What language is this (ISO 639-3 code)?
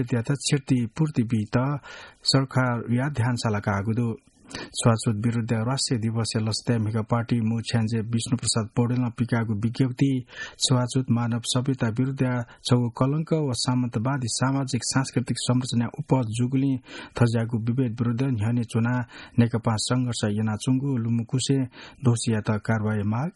new